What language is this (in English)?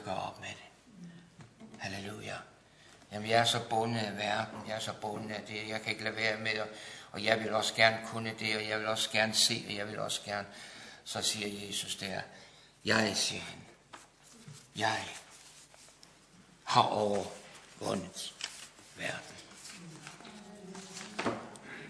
Danish